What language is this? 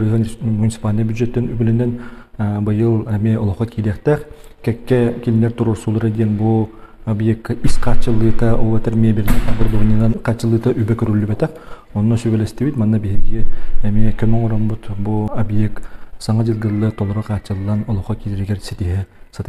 Yakut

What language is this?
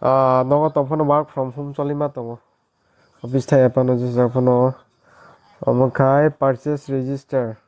Kok Borok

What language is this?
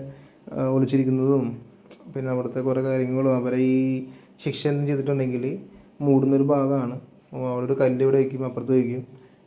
Malayalam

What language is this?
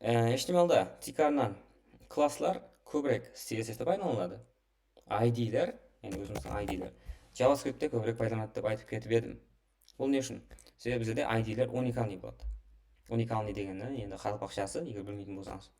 Kara-Kalpak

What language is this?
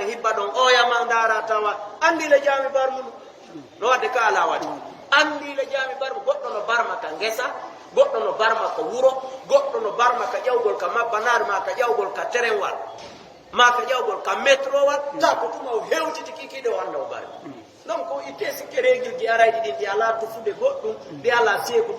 Fula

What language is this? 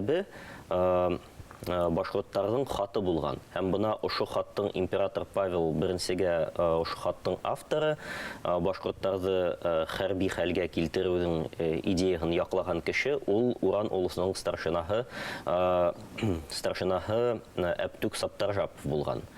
Bashkir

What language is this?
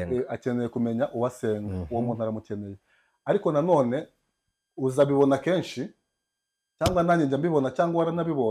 Kinyarwanda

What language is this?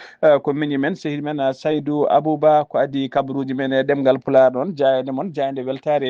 Fula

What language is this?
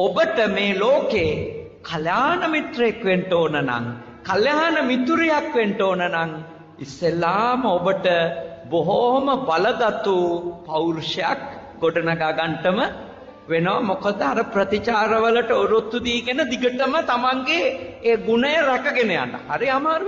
Sinhala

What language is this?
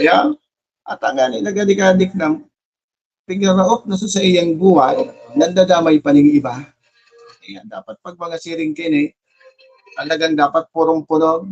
Bikol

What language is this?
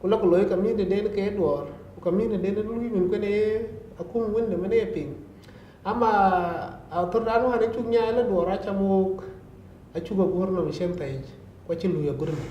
Dinka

